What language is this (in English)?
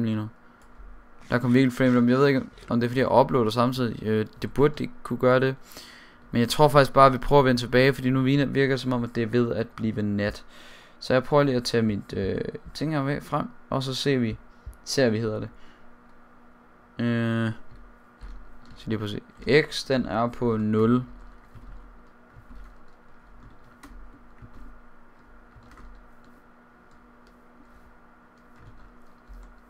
Danish